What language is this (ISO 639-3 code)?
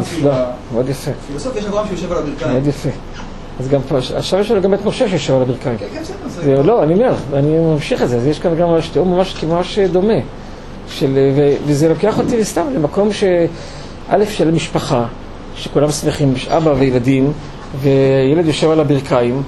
heb